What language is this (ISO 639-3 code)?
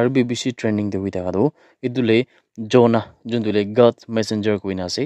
nag